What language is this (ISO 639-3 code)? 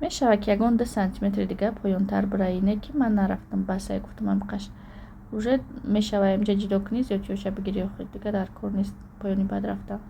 tgk